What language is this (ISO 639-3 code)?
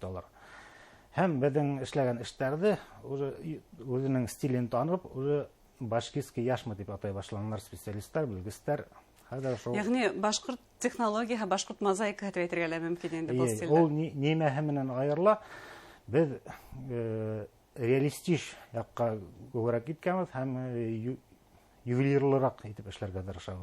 bak